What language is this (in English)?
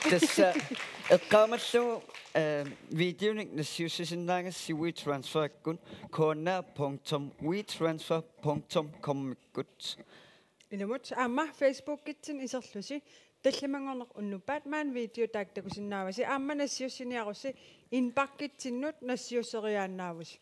Kalaallisut